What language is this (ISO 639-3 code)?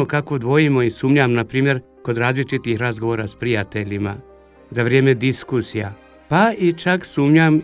hrv